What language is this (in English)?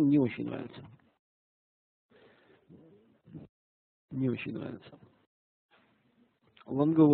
Russian